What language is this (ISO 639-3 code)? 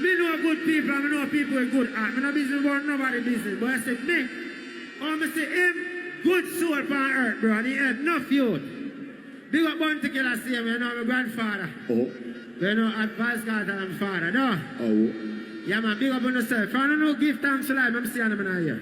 jam